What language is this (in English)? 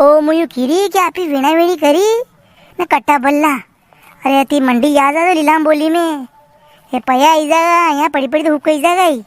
Rajasthani